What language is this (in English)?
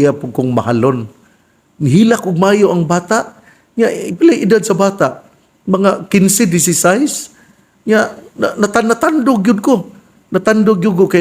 Cebuano